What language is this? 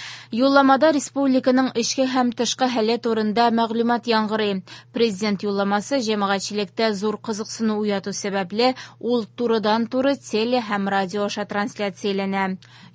Tatar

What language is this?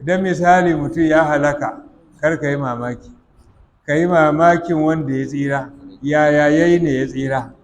Hausa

